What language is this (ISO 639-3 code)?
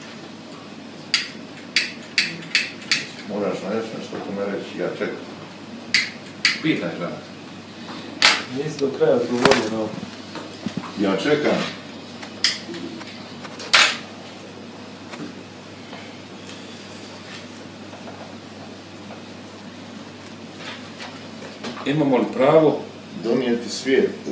hrv